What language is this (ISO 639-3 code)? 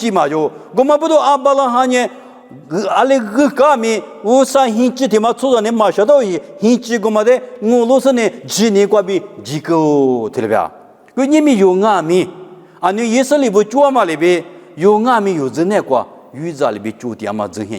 lis